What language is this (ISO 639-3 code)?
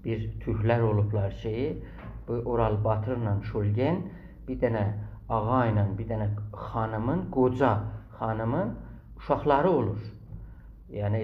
azb